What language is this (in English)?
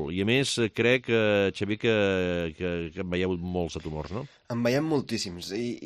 Catalan